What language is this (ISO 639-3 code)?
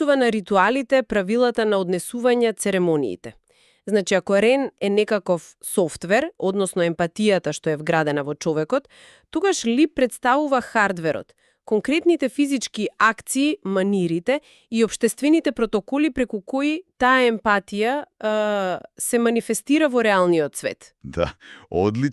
mkd